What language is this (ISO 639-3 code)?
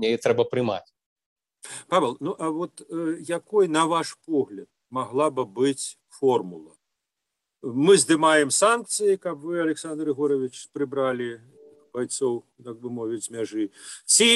bel